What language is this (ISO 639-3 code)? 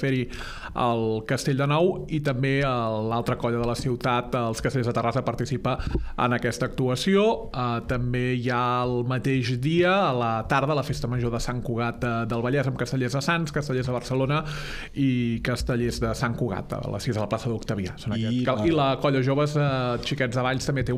cat